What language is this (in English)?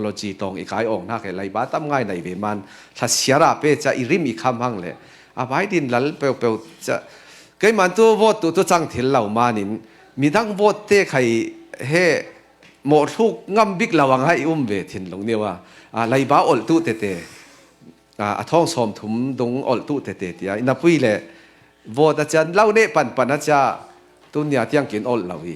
Falam Chin